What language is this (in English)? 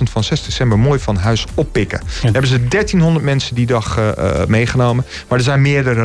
Dutch